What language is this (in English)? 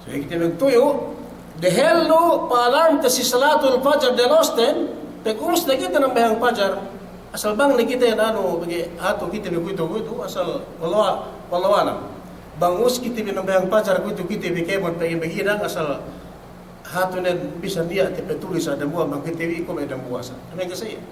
Yakan